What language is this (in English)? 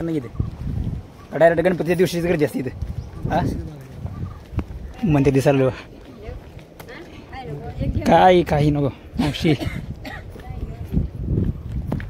Marathi